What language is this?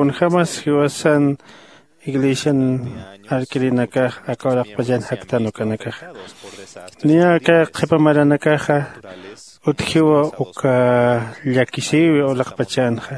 Aymara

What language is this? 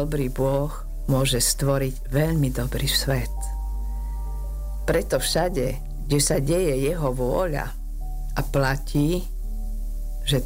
Slovak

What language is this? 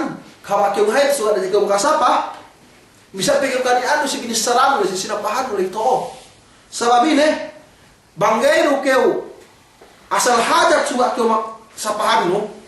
Yakan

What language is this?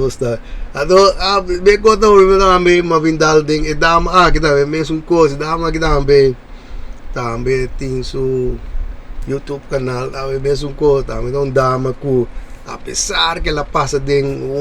Papiamento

